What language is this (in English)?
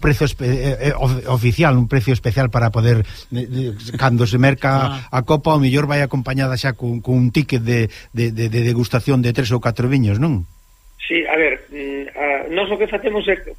Galician